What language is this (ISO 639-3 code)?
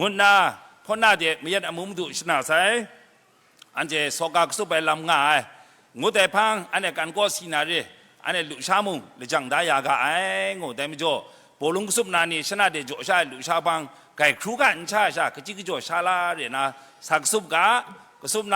kac